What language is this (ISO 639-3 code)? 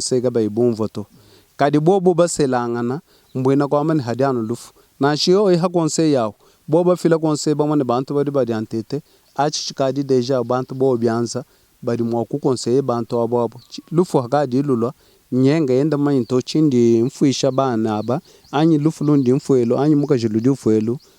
lua